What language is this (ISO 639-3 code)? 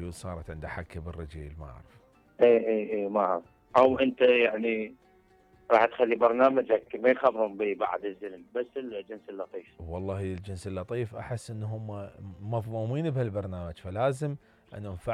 acm